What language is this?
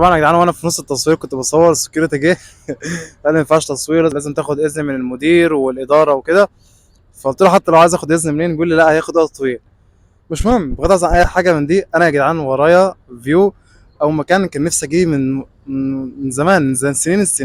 Egyptian Arabic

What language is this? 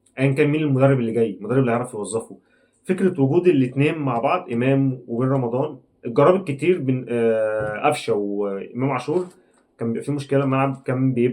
Egyptian Arabic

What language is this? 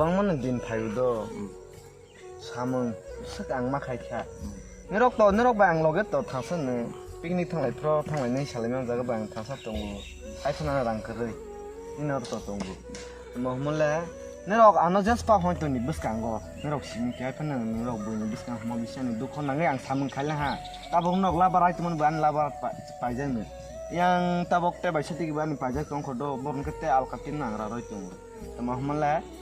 Kok Borok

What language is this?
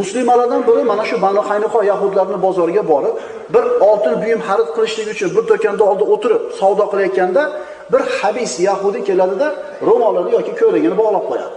Uzbek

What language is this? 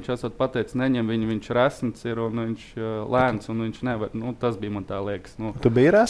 Latvian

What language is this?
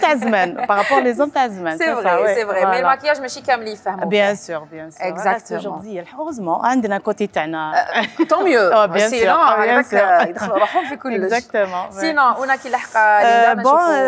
Algerian Arabic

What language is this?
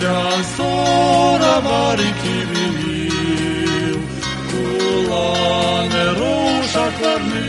Gagauz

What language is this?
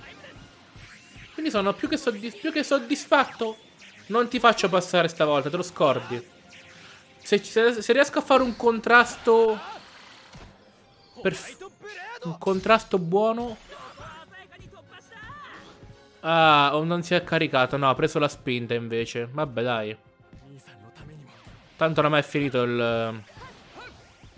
Italian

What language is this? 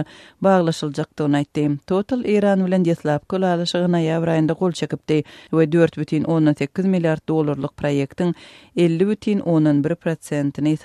Turkmen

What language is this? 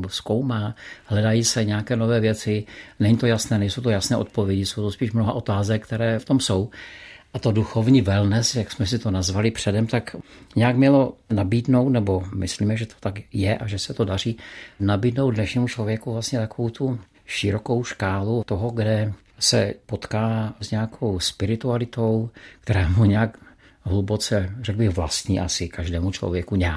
Czech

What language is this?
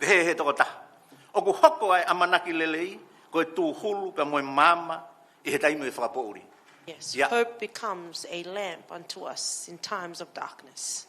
Tongan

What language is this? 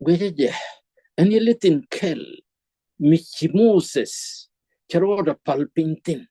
Nuer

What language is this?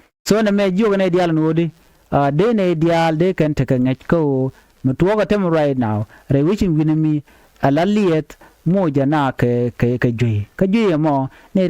Nuer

